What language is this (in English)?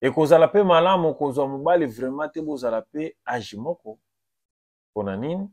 Lingala